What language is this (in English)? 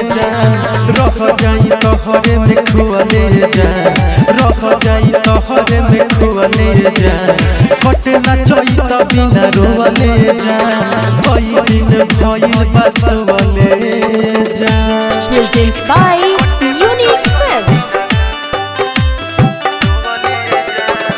Bhojpuri